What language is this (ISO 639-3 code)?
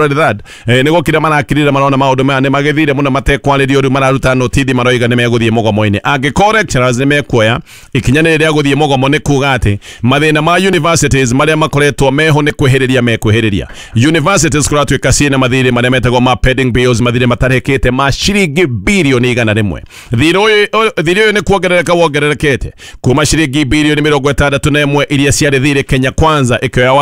kik